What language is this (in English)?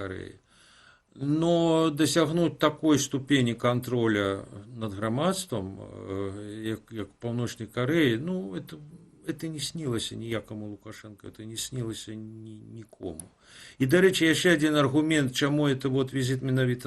Belarusian